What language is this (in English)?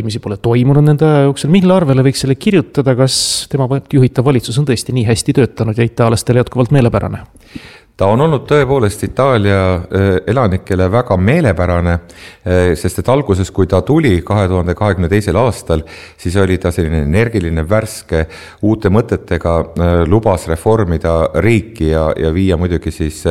Estonian